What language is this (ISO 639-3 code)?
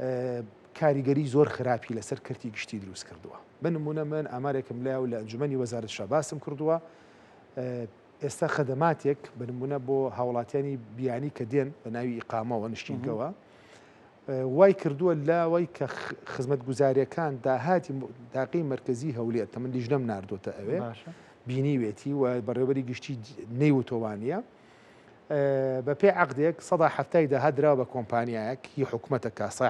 ckb